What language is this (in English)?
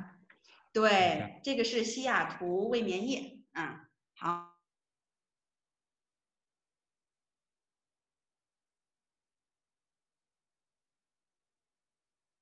Chinese